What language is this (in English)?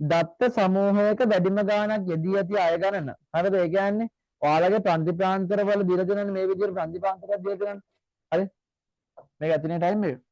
Sinhala